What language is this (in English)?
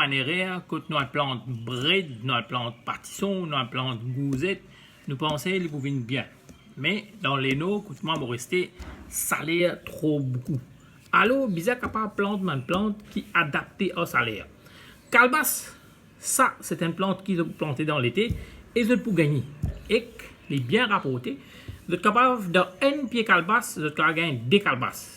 Morisyen